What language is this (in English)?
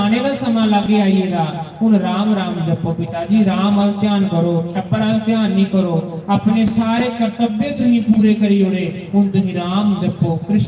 Dogri